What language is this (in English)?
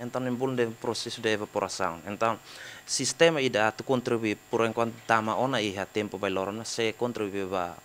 Tetum